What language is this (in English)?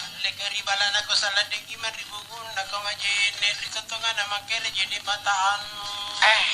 Makasar